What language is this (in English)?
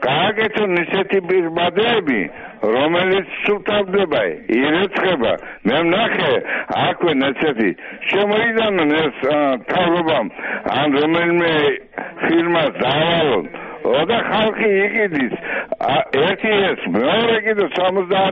Georgian